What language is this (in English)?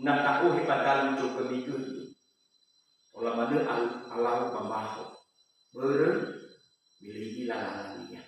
Nias